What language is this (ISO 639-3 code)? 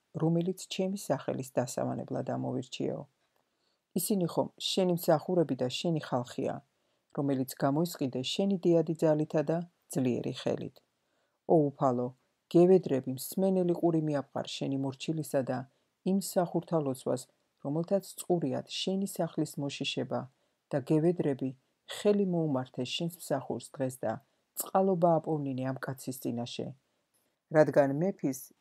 kat